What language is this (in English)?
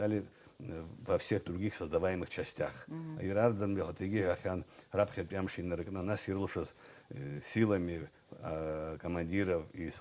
Abkhazian